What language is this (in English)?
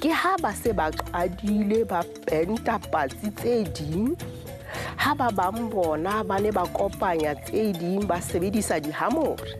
Southern Sotho